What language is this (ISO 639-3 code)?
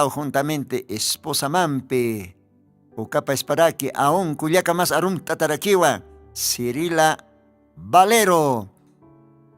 aym